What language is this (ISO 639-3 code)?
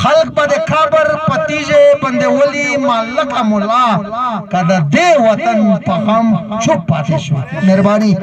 pus